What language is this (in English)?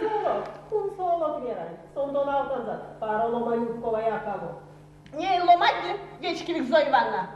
Erzya